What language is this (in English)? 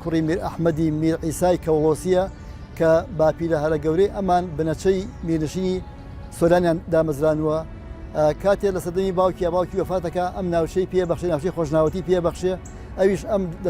Central Kurdish